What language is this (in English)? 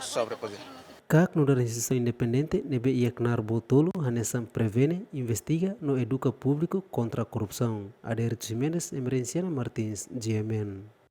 Tetum